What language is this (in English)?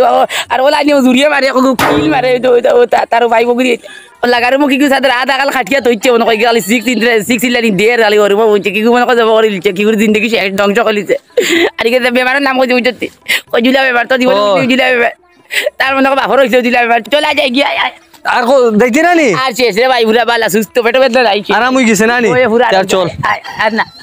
Sylheti